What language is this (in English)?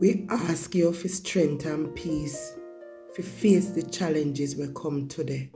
Jamaican Creole English